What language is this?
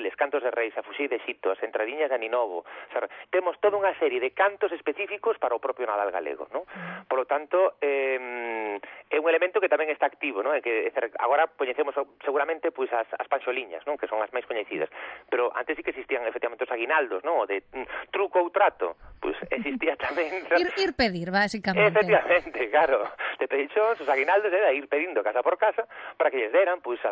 Galician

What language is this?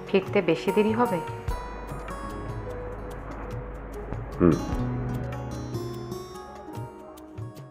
Bangla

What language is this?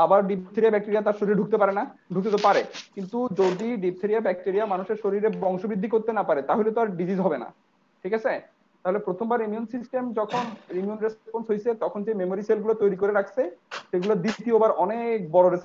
Bangla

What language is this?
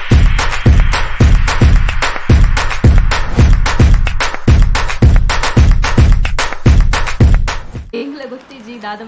Tulu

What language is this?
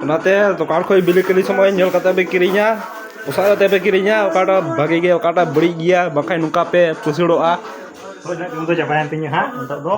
Santali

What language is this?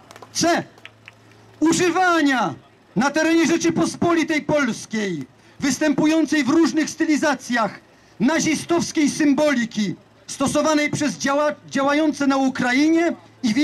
Polish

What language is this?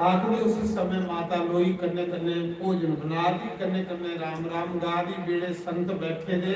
Dogri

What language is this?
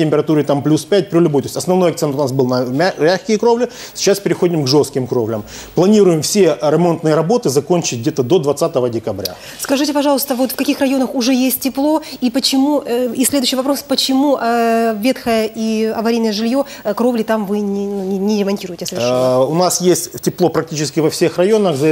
Russian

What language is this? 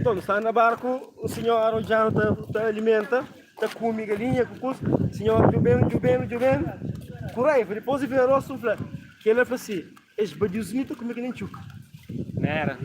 Kabuverdianu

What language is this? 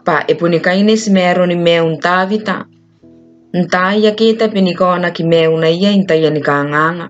Gilbertese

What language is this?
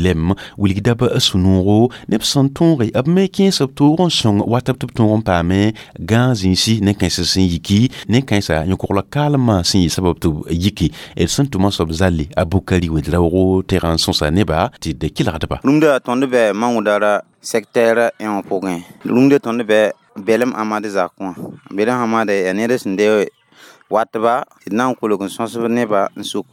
Mossi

